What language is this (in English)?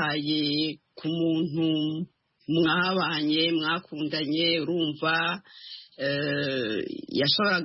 Kinyarwanda